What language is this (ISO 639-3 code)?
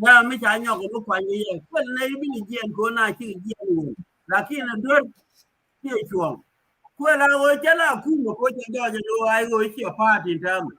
nus